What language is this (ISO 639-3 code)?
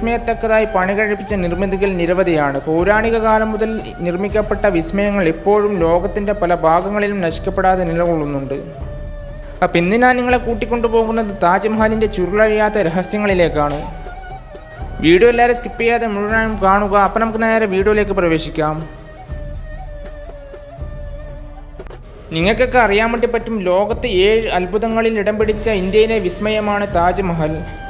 mal